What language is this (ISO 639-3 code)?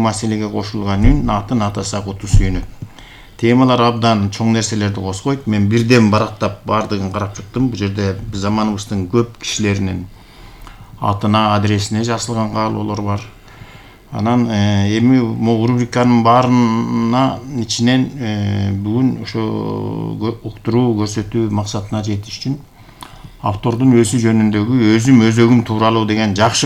kir